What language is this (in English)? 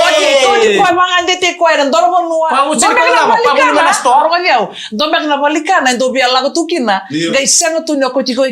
Fijian